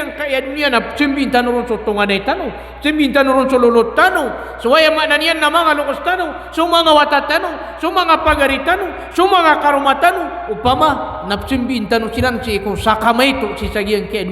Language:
Maranao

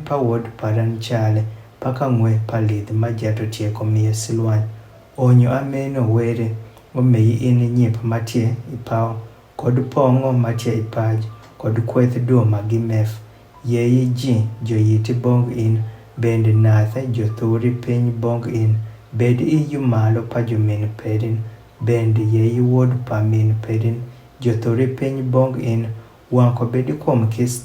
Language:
Adhola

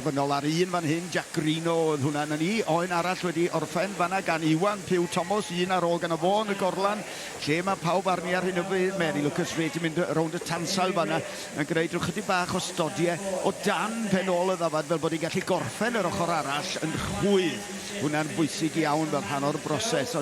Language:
Welsh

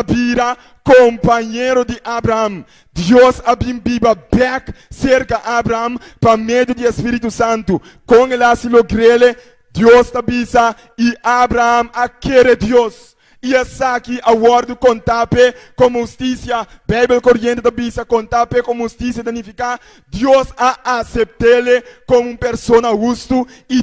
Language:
Papiamento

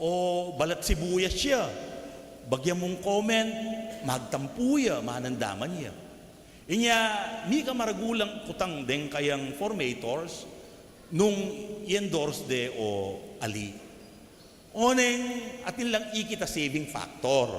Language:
Pampanga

